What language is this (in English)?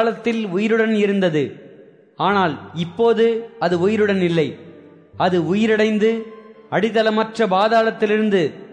Tamil